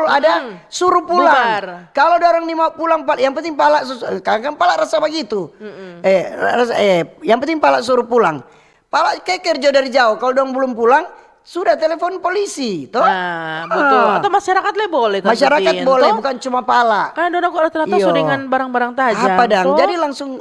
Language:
Manado Malay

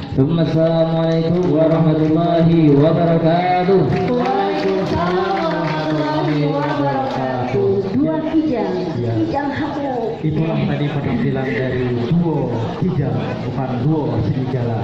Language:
Banjar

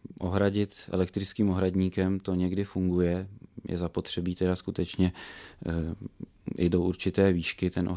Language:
Czech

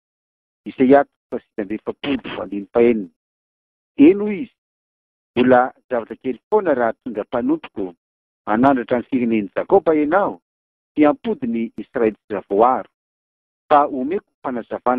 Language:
Malagasy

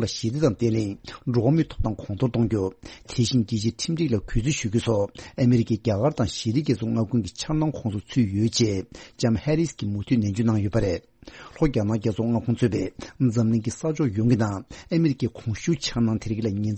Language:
Tibetan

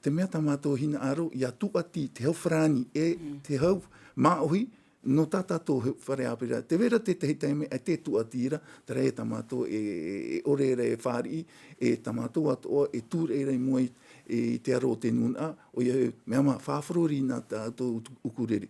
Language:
Tahitian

